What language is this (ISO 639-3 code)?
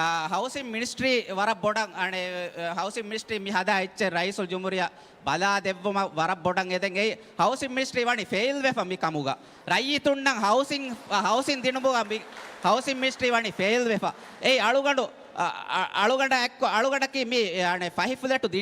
div